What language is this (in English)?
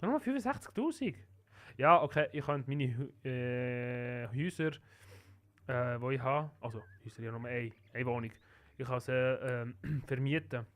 Swiss German